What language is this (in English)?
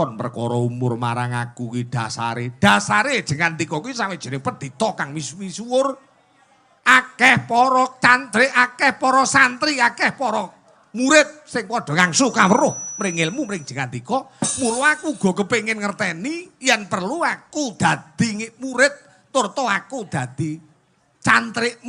Javanese